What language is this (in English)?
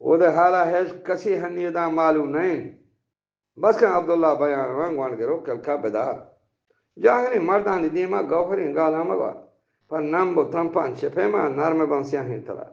Eastern Balochi